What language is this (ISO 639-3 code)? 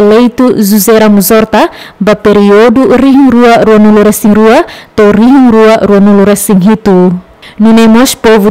tet